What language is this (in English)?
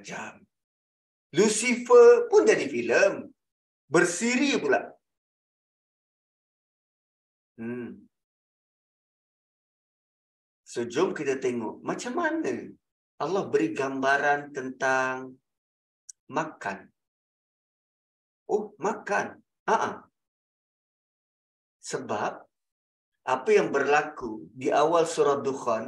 Malay